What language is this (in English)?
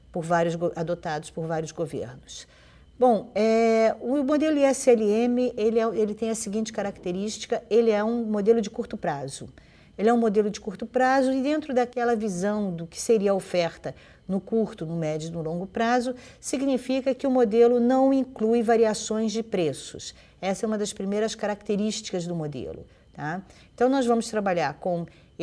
Portuguese